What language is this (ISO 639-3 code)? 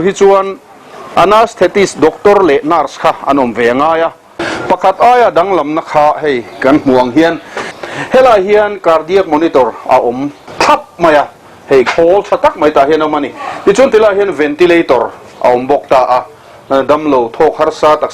lus